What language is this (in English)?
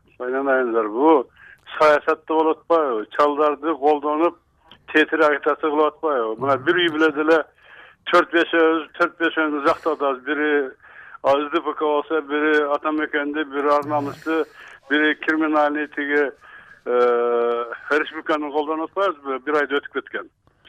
Kyrgyz